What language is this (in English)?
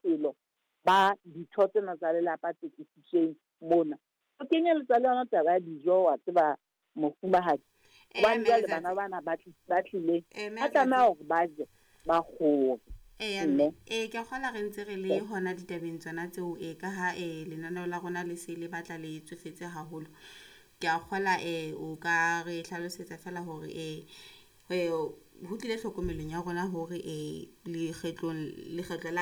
Southern Sotho